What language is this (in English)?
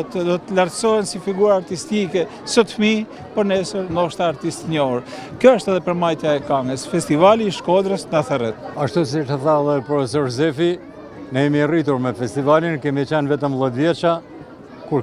Albanian